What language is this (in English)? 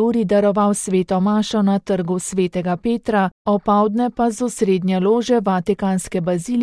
Slovenian